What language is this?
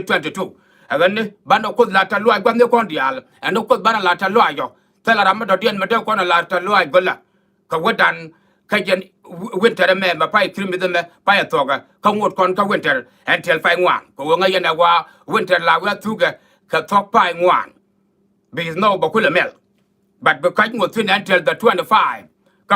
Nuer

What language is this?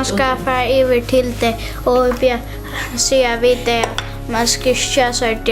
Faroese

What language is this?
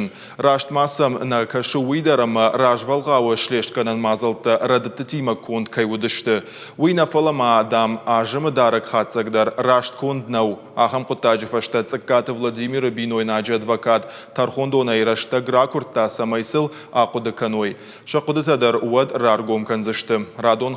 Ossetic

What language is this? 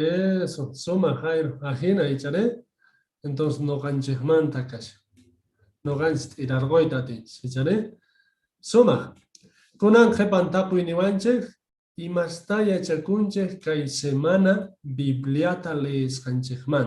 South Bolivian Quechua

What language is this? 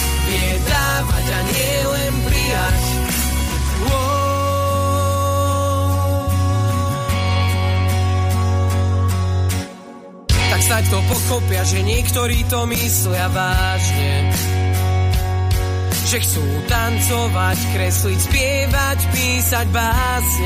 Slovak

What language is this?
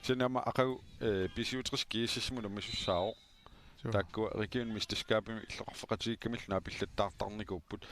Kalaallisut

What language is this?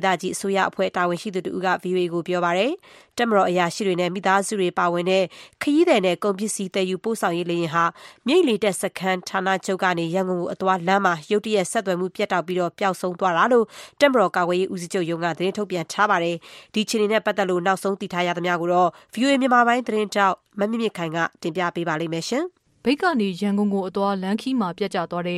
Burmese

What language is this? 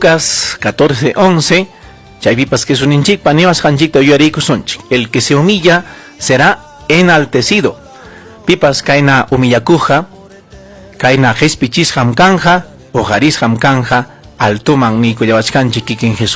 Ayacucho Quechua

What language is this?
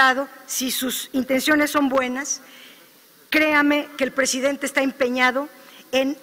Spanish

